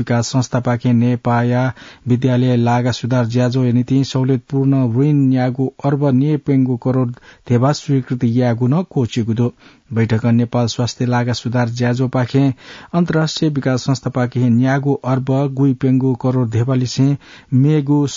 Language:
Newari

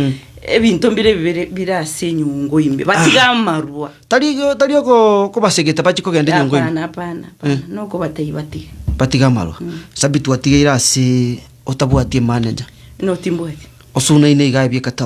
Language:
Gusii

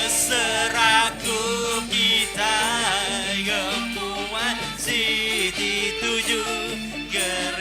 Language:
Iban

